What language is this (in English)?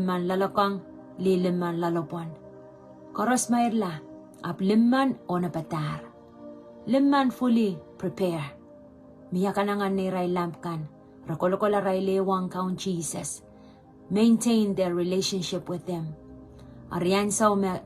Pohnpeian